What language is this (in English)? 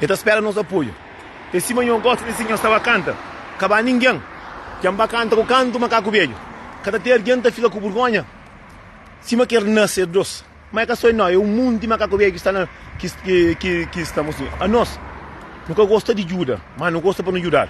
Kabuverdianu